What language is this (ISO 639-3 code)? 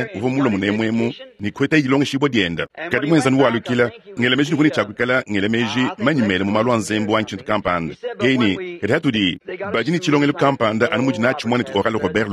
lua